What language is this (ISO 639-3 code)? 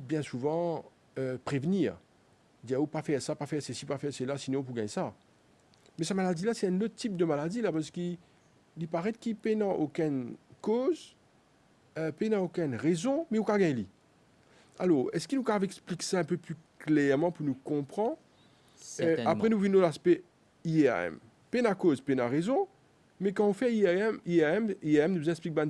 mfe